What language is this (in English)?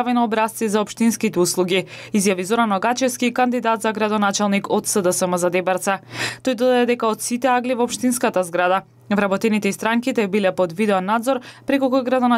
Macedonian